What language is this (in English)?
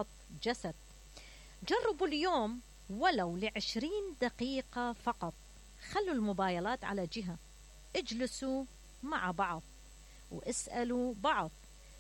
Mesopotamian Arabic